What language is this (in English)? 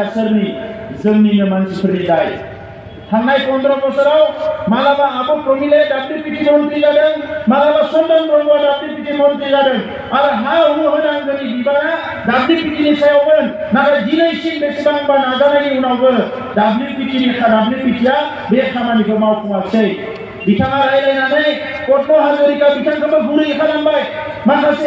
Bodo